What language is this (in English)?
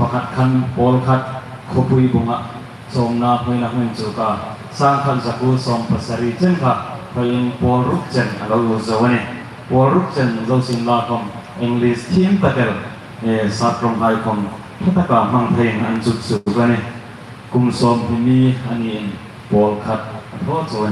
Hmar